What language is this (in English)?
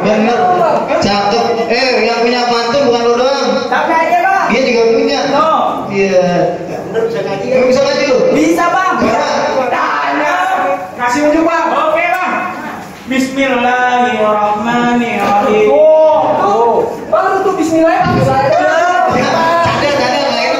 Betawi